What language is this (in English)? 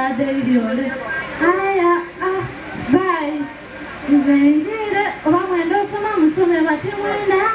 Soga